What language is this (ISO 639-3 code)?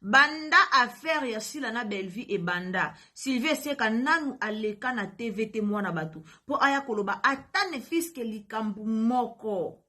lin